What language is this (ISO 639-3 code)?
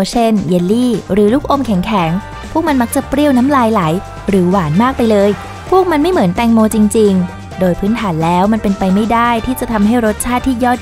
tha